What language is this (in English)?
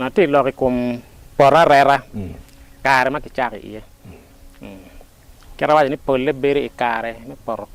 Acoli